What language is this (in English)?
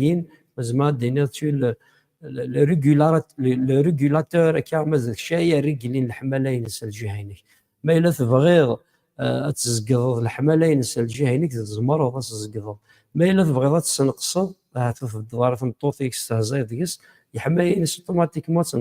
Kabyle